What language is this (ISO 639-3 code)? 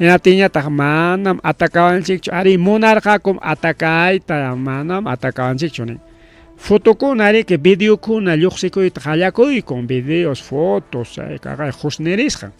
quy